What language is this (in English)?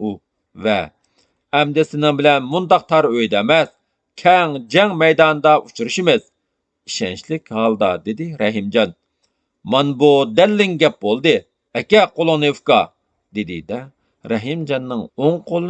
Uyghur